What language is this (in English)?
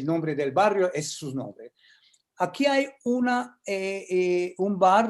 Ladino